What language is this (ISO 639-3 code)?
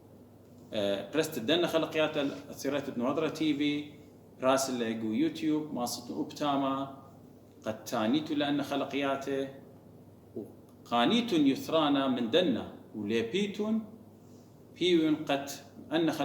aii